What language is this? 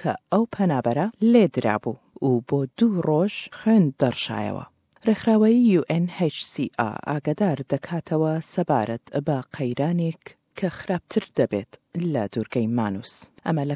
Central Kurdish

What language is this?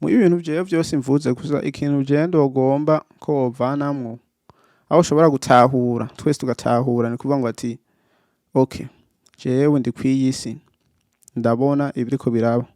Rundi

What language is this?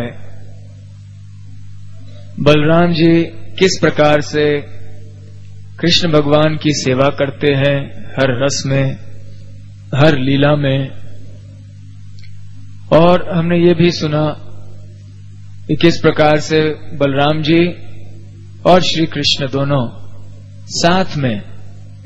Hindi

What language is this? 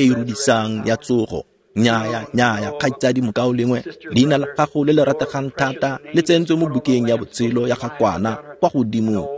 Tswana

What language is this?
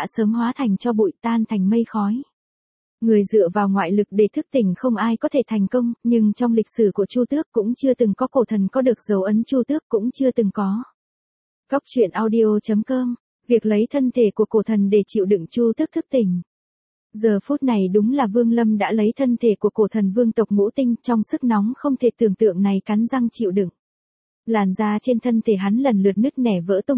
Vietnamese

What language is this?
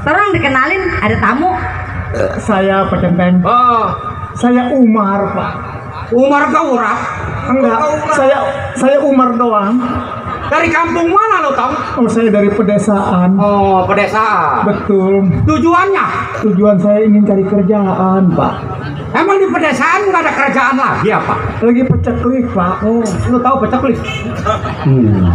Betawi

